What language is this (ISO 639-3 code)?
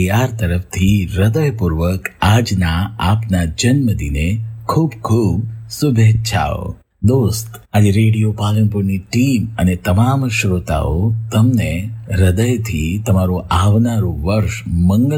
guj